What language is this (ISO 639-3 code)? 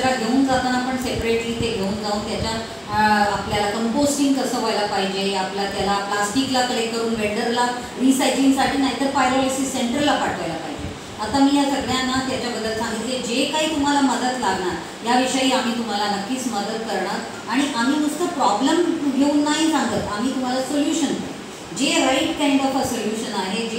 mar